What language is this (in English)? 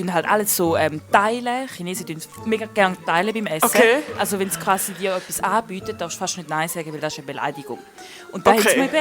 Swiss German